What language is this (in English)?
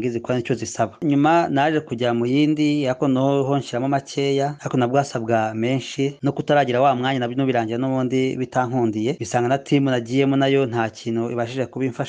Kinyarwanda